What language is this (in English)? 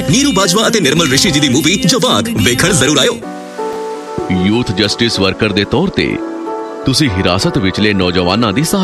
Punjabi